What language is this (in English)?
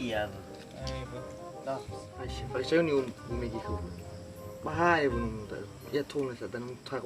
Nias